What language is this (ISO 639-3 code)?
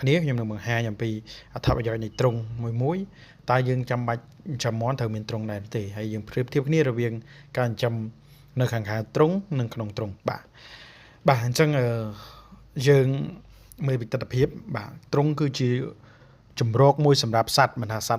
khm